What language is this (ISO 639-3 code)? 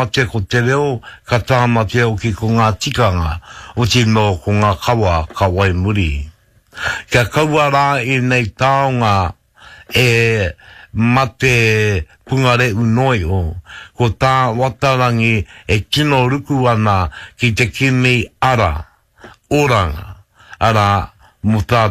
mri